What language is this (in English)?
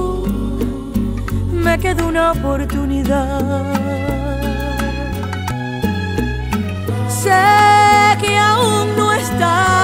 Spanish